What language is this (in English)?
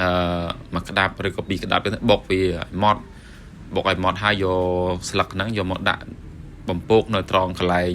Khmer